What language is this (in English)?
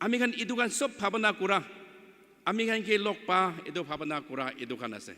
Naga Pidgin